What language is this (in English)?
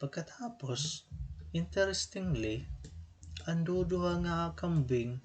Waray